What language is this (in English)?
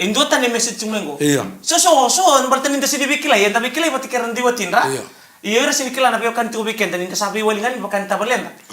Fijian